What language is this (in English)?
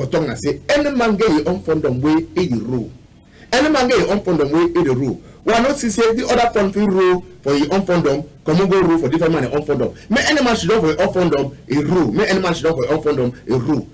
Cameroon Pidgin